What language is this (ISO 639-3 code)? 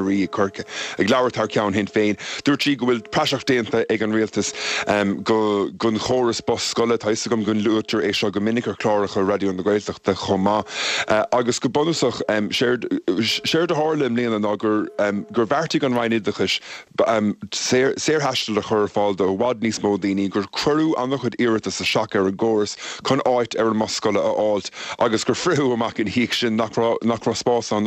gle